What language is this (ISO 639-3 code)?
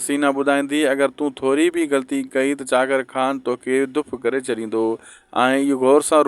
snd